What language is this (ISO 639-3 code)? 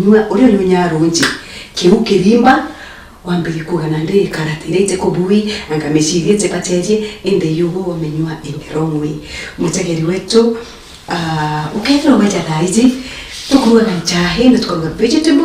mer